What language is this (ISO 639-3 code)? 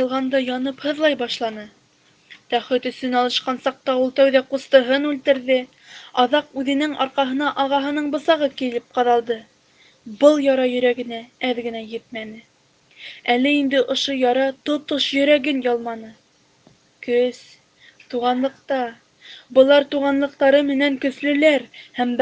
bak